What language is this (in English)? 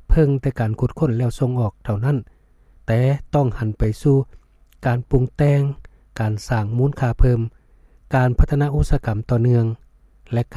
Lao